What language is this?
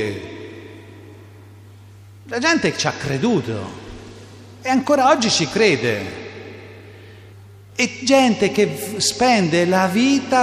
Italian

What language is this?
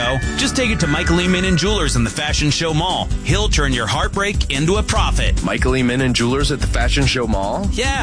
English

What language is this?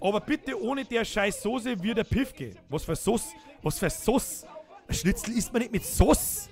Bavarian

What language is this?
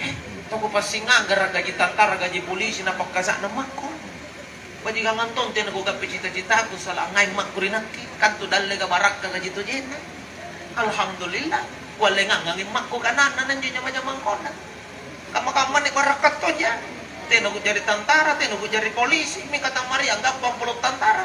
Makasar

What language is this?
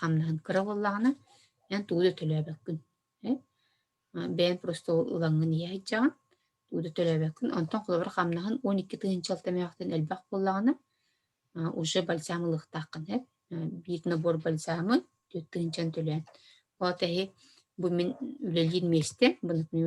Yakut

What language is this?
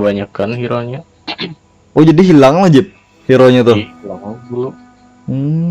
Banjar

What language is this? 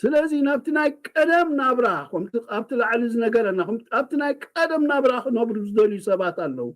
Tigrinya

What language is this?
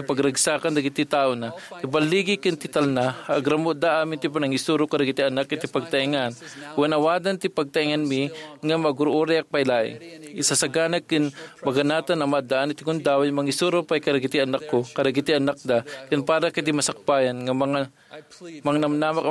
Iloko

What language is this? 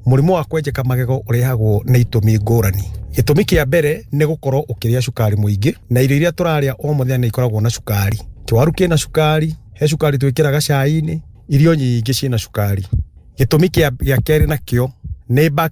Kikuyu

